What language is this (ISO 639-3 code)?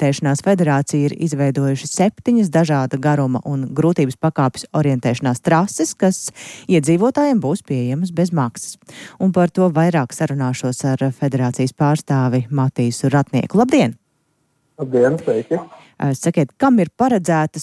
lav